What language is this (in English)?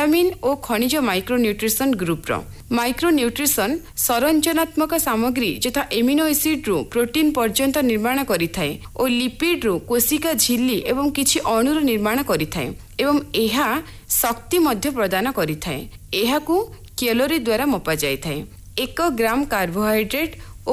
Odia